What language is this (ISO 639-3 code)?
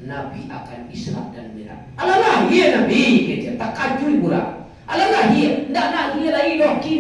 min